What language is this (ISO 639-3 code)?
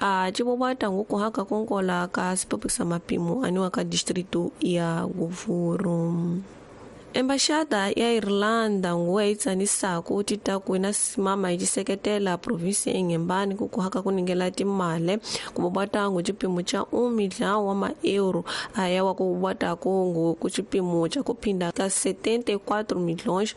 tso